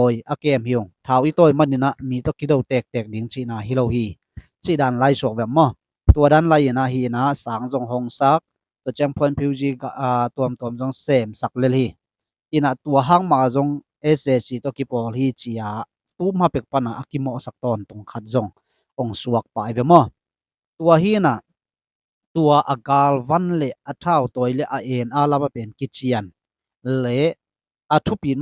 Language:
Tedim Chin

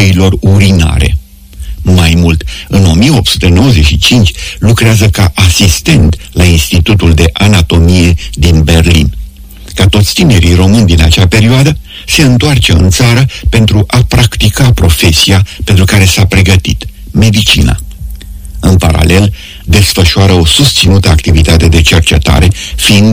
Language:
Romanian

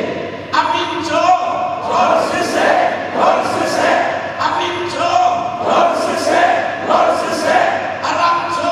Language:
Hakha Chin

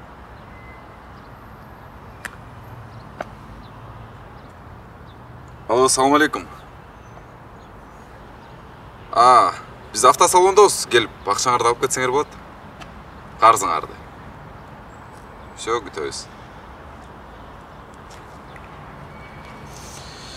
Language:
Kyrgyz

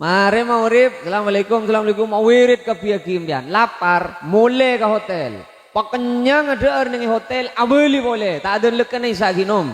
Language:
Madurese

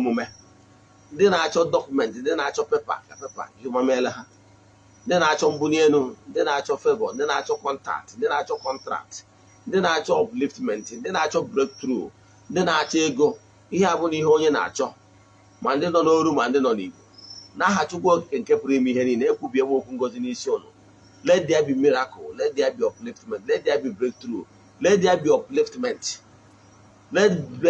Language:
Igbo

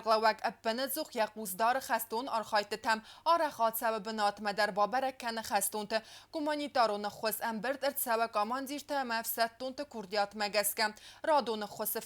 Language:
Ossetic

